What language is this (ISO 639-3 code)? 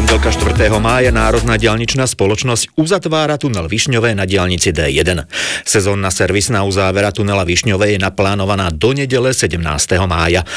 slk